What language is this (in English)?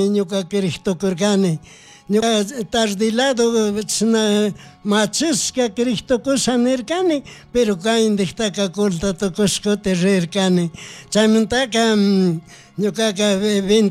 Chimborazo Highland Quichua